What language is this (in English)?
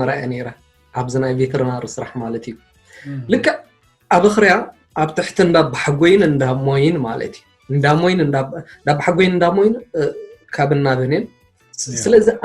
Tigrinya